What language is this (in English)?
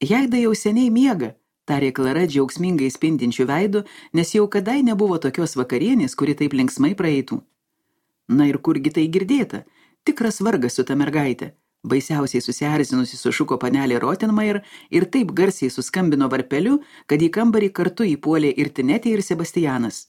Lithuanian